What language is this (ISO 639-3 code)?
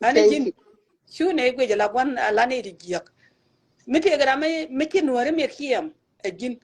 nus